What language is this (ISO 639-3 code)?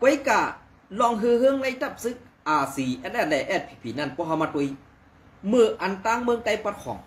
shn